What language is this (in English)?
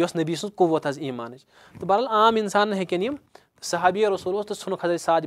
Kashmiri